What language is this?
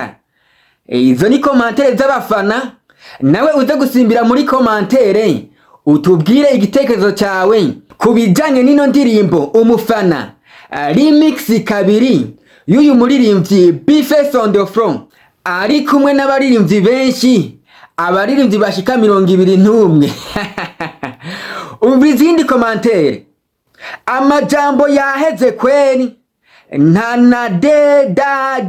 Rundi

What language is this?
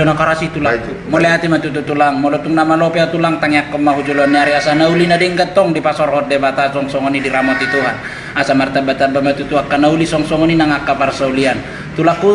Batak Toba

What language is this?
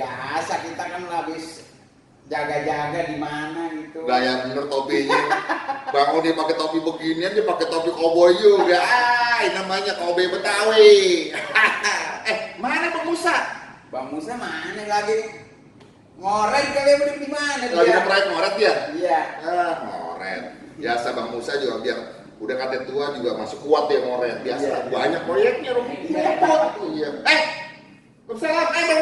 Betawi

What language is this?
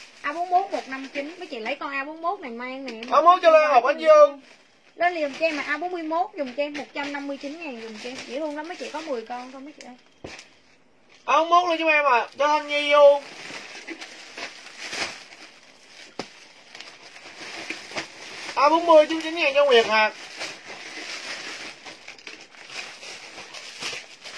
Vietnamese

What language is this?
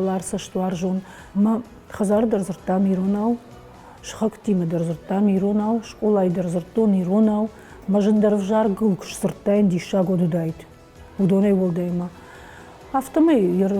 Ossetic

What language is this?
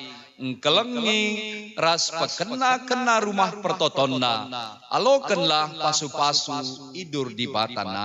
Batak Karo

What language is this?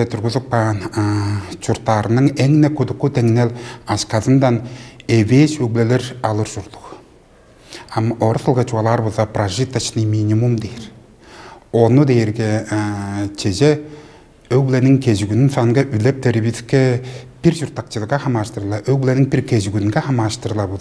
Tuvinian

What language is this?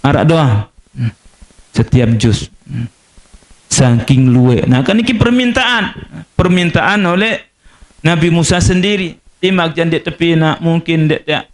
Sasak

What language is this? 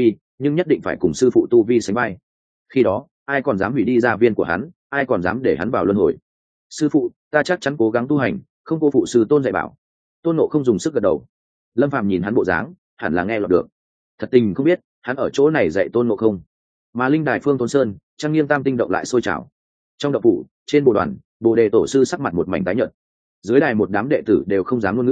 Vietnamese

